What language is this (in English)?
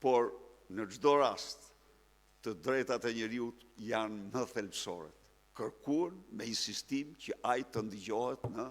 Albanian